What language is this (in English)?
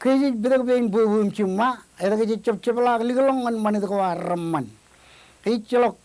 Marshallese